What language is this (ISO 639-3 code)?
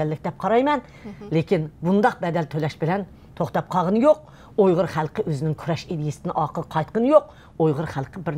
uig